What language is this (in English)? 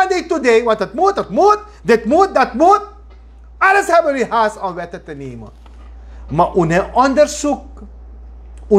Sranan Tongo